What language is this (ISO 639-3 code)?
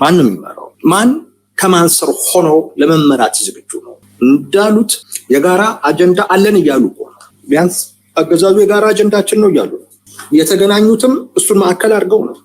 amh